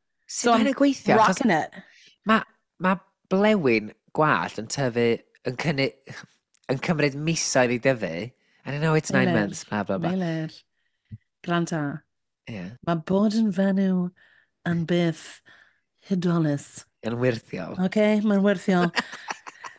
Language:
Welsh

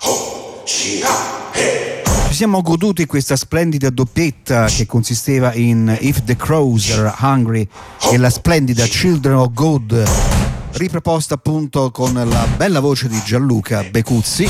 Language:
Italian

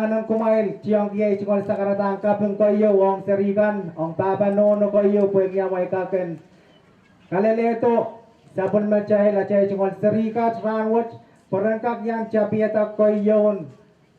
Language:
Pohnpeian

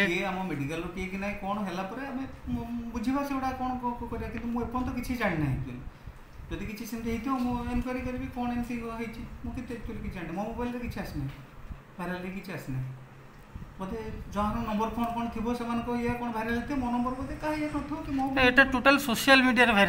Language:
Odia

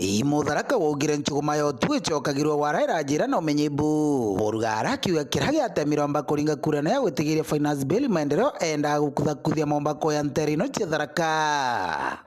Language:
Meru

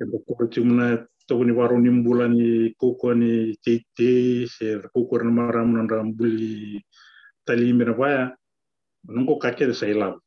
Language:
Fijian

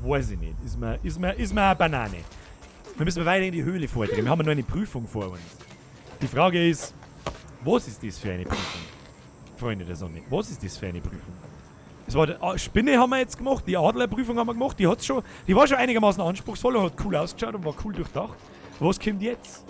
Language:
Bavarian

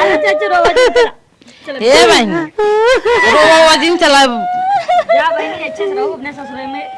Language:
Awadhi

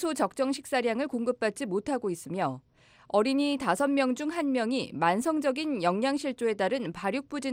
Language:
Korean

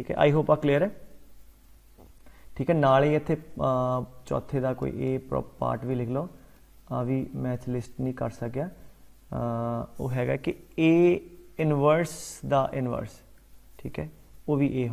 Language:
Punjabi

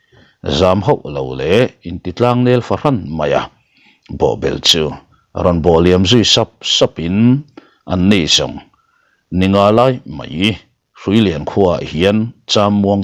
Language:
Mizo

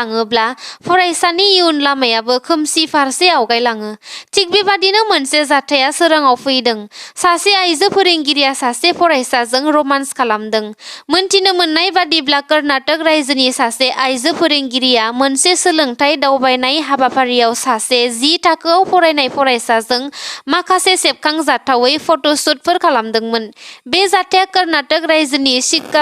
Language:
Bodo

